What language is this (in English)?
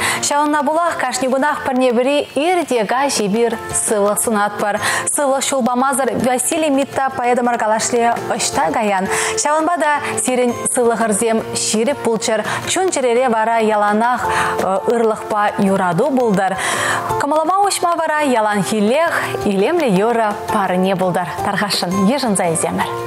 Chuvash